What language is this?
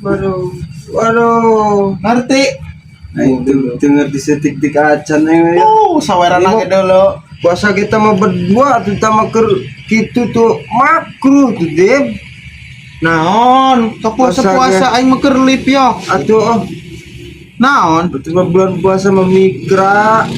Sundanese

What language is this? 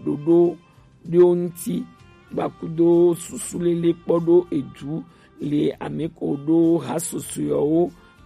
Gen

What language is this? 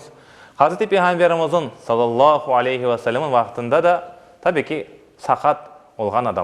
Crimean Tatar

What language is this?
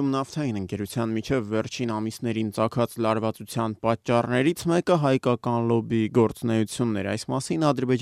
Armenian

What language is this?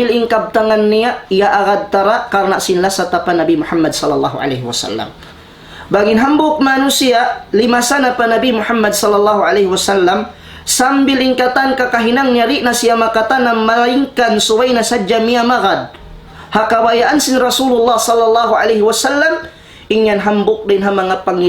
Tausug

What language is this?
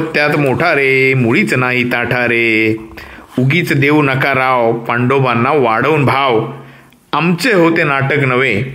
Marathi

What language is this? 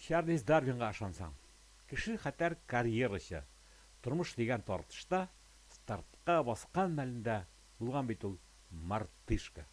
Tatar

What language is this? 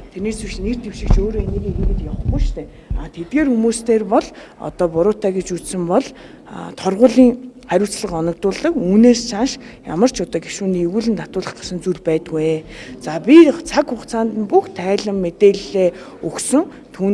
Mongolian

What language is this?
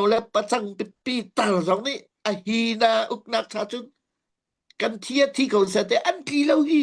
Hakha Chin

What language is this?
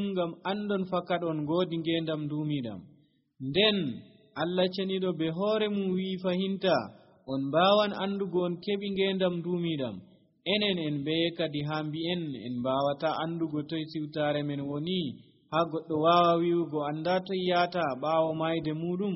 Nigerian Fulfulde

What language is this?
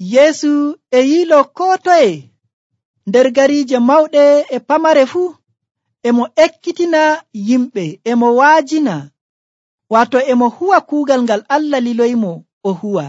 Nigerian Fulfulde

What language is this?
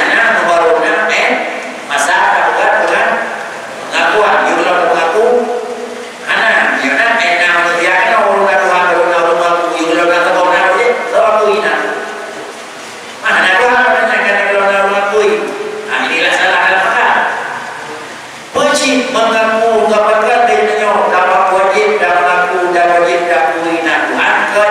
Malay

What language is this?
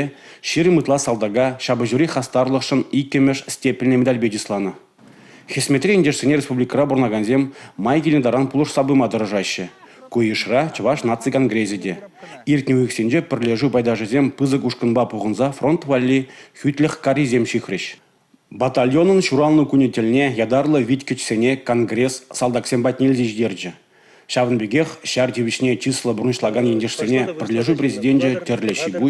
Chuvash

